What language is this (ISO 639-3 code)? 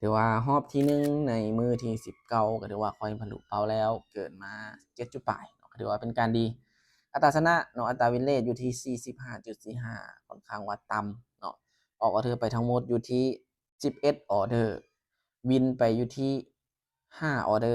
lao